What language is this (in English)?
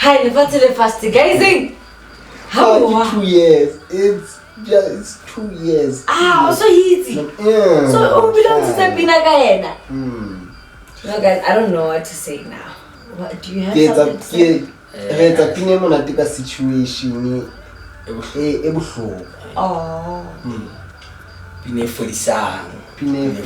Southern Sotho